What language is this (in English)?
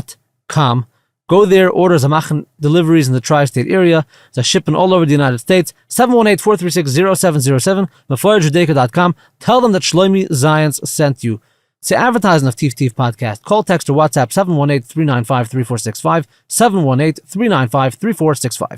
Yiddish